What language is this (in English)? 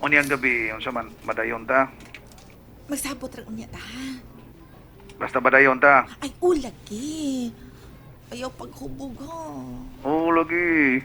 Cebuano